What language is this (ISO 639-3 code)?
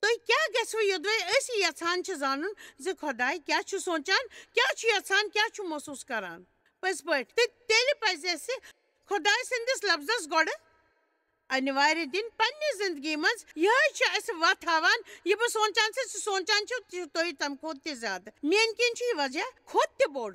kas